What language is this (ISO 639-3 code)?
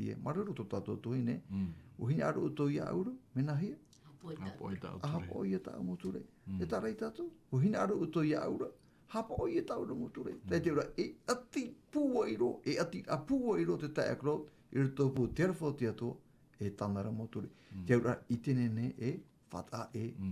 tah